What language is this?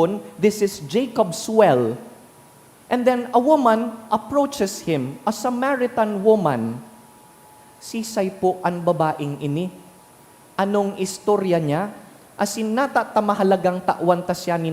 Bikol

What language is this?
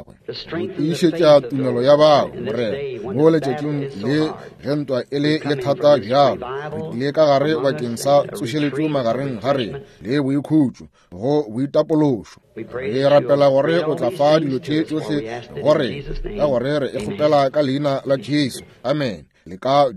Northern Sotho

